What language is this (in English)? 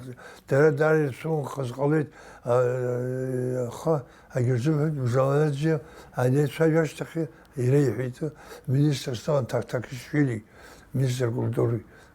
Abkhazian